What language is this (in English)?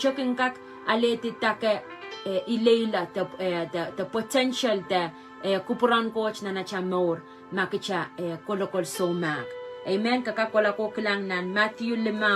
Pohnpeian